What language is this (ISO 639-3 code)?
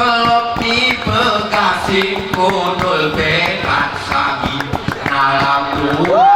gay